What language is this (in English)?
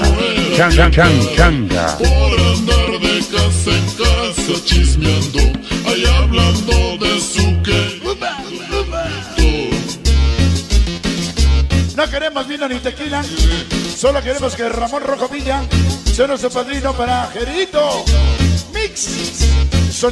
Spanish